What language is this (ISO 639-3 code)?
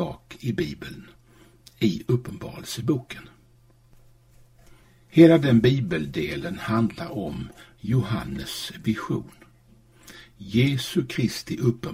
swe